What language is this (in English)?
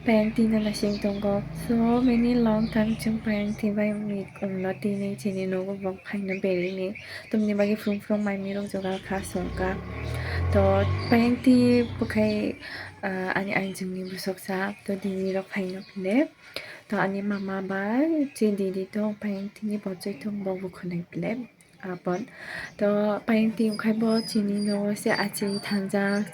Kok Borok